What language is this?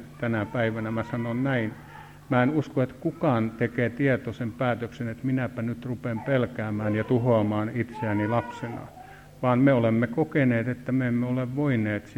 Finnish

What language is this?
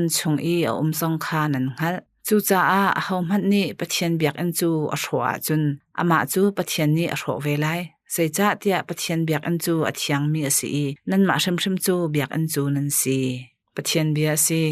Hakha Chin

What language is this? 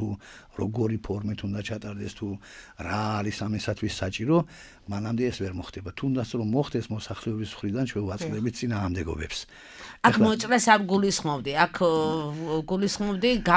Georgian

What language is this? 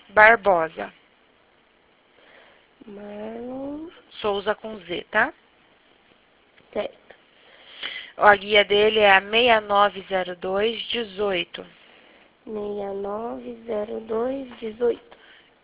Portuguese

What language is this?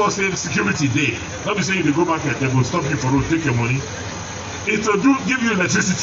Nigerian Pidgin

